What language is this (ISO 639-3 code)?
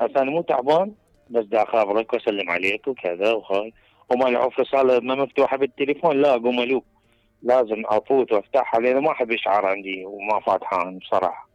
acm